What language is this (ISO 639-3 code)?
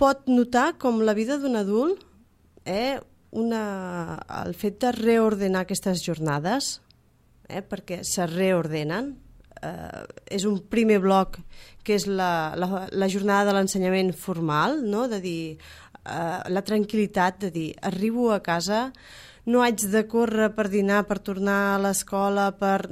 cat